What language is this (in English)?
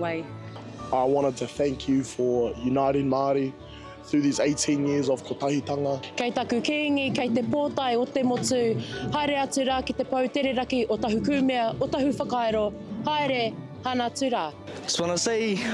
Māori